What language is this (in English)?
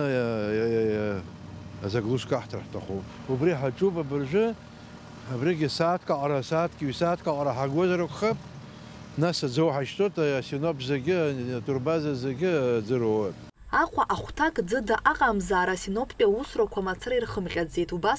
Abkhazian